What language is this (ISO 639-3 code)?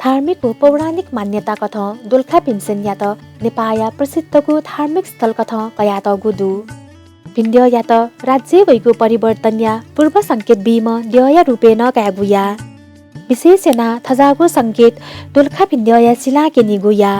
new